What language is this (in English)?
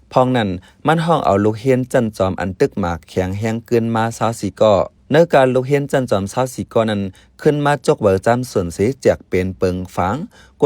Shan